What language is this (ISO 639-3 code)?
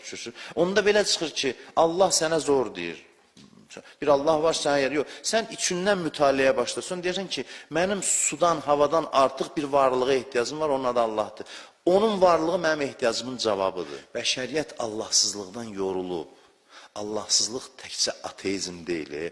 aze